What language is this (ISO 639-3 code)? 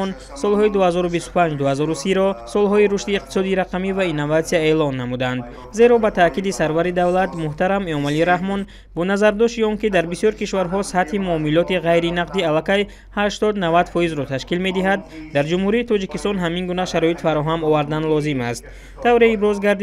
tgk